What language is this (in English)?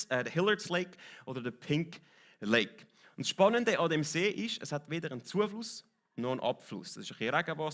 Swiss German